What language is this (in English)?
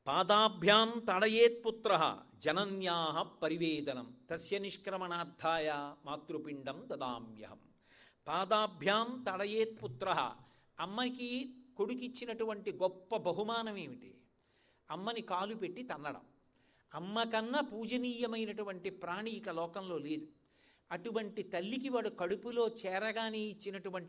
Telugu